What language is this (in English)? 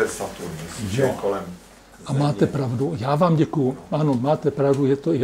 Czech